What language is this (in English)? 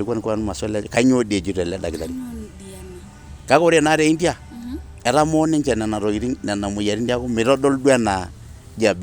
Masai